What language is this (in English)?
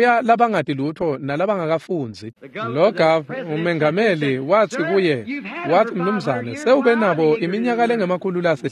Swati